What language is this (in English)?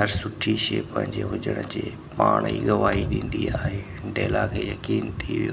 Sindhi